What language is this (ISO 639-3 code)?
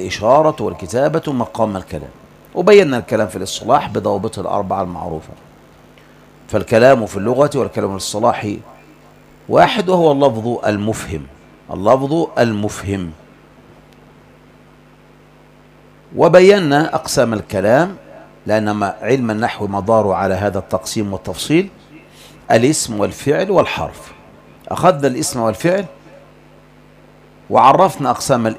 ara